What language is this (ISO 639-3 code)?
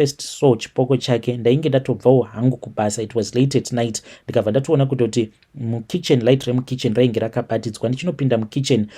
sna